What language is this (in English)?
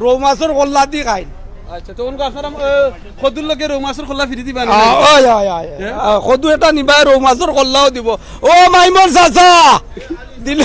Sylheti